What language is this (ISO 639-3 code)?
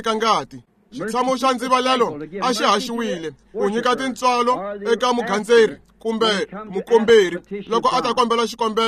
tso